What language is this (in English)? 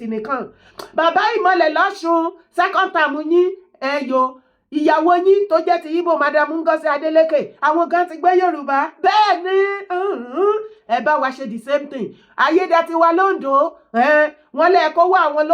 Yoruba